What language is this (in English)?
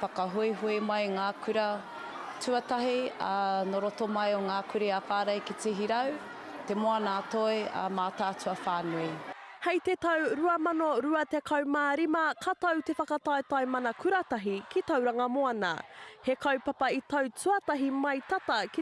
Māori